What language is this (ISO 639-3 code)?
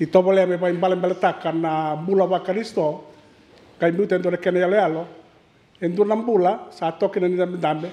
fij